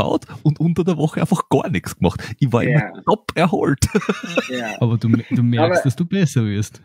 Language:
German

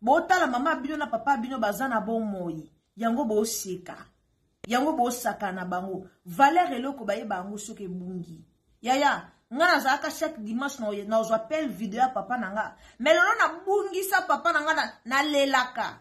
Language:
Lingala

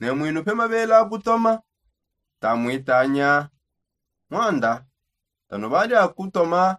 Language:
Songe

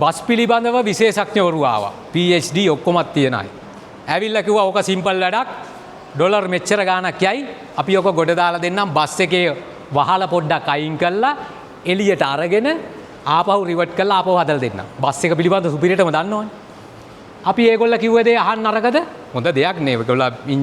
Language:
Sinhala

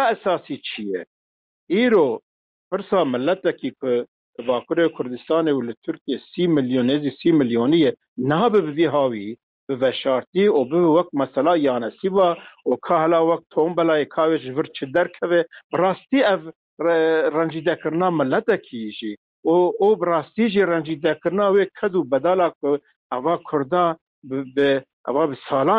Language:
Kurdish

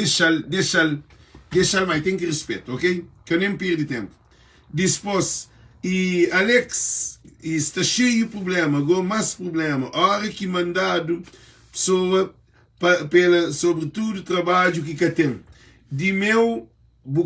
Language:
Kabuverdianu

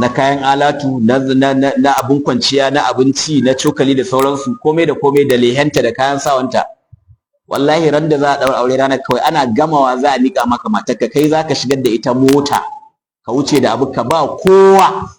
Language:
Hausa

